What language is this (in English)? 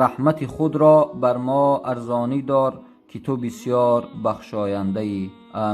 Tajik